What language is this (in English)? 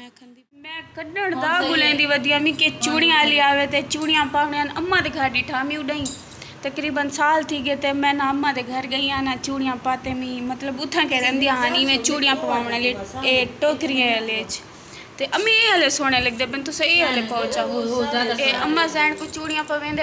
Saraiki